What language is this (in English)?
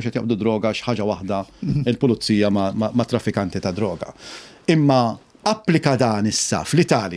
Maltese